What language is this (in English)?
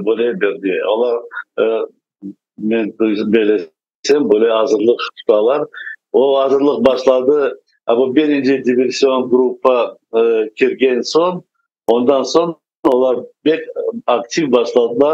Crimean Tatar